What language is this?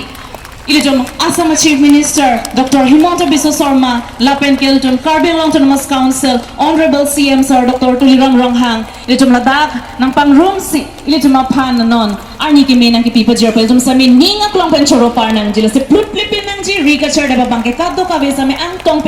Karbi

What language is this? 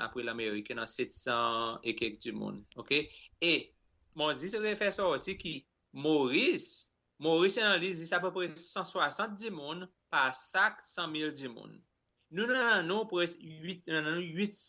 Seselwa Creole French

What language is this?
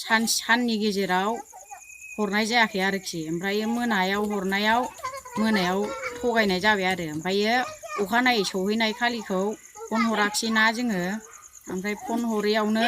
Bodo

